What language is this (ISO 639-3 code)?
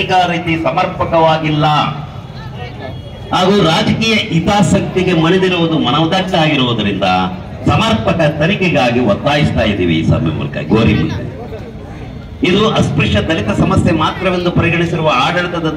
kan